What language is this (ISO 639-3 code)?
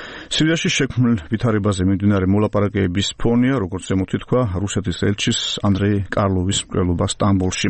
kat